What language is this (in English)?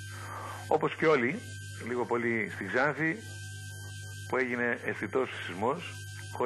Greek